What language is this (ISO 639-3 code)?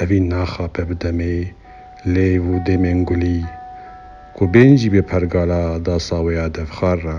kur